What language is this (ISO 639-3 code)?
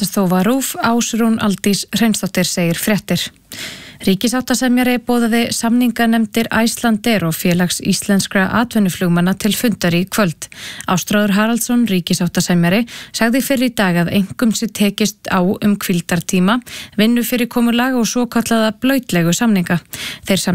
isl